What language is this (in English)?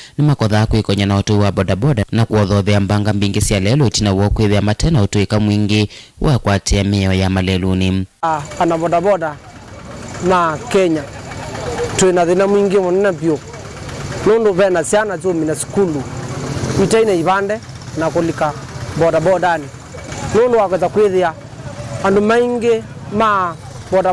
Kamba